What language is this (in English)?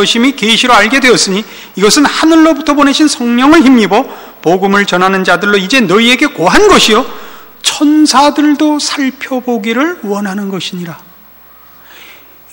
Korean